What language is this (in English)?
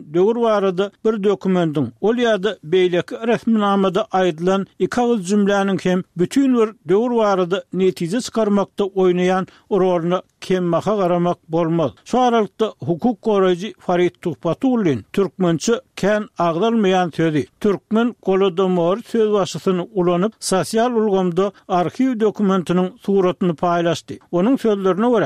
Turkmen